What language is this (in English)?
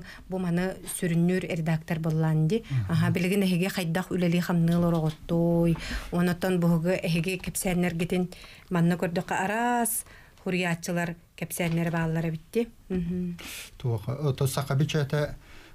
Yakut